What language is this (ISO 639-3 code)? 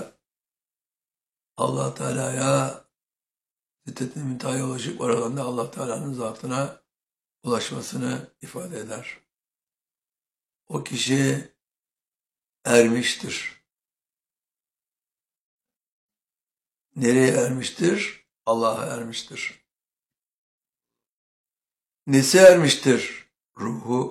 tur